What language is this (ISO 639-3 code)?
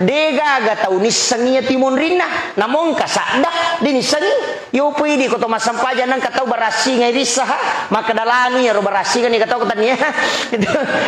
bug